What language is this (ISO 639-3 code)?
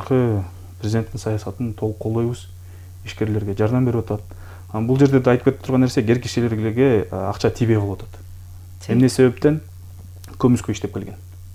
kir